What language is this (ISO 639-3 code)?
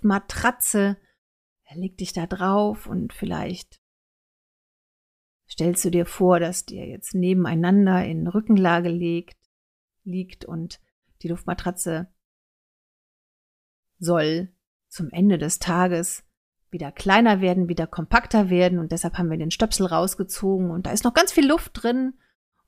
deu